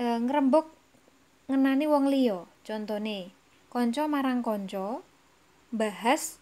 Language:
Javanese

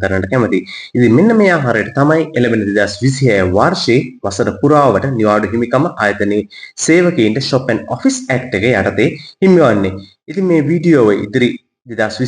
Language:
Sinhala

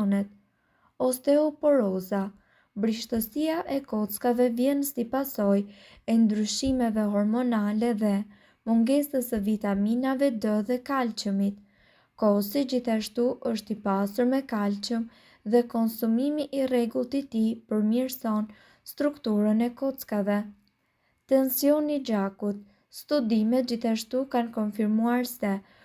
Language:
Albanian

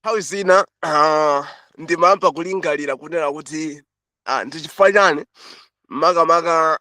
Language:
Nyanja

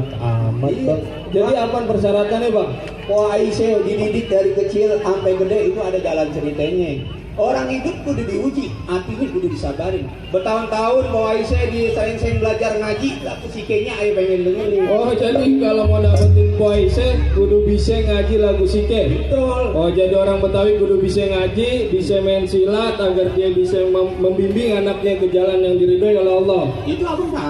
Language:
Betawi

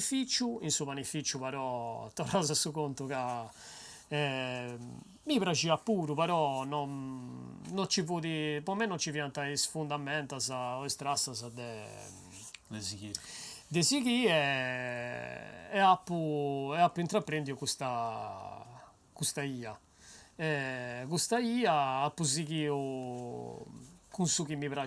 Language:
Sardinian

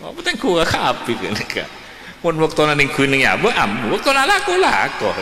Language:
Madurese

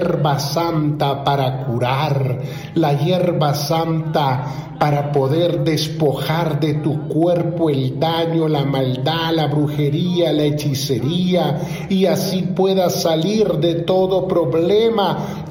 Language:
Spanish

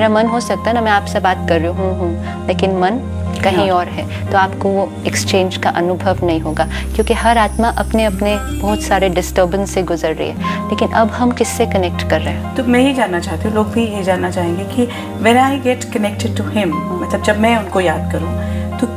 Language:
Hindi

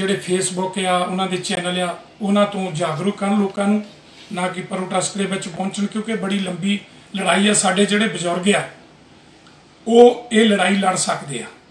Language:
Punjabi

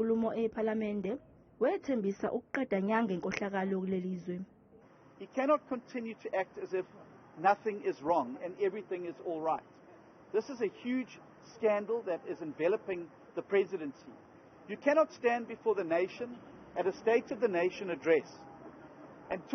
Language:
Zulu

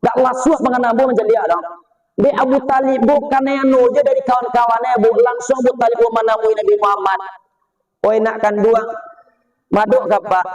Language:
Minangkabau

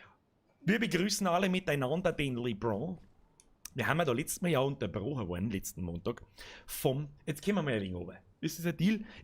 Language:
Bavarian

